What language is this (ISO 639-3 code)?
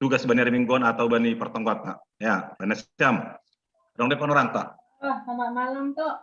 bts